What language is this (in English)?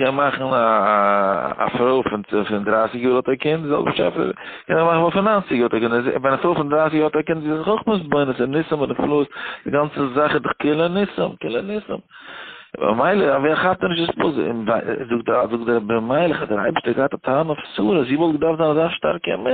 Yiddish